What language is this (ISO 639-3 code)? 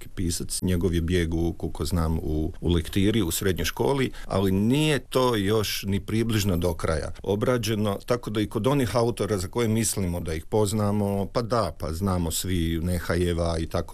hrv